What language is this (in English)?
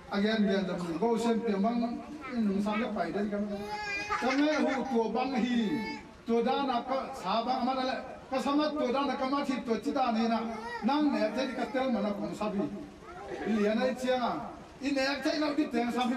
Tedim Chin